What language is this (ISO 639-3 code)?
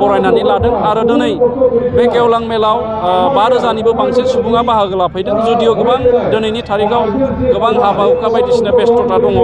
brx